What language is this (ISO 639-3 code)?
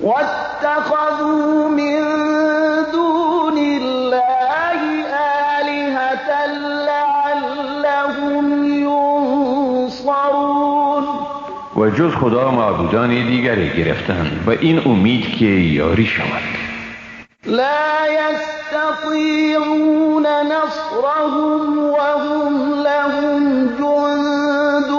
fas